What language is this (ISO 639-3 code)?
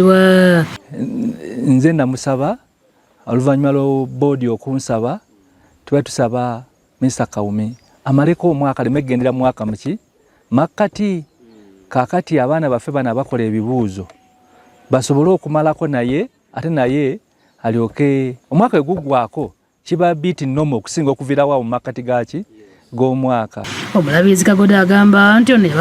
lug